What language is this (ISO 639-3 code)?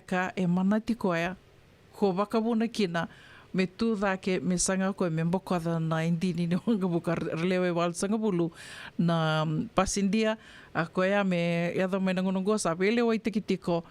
fij